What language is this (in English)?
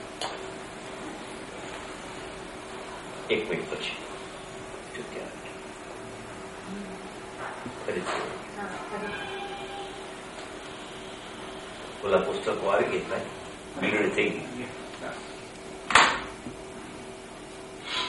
Gujarati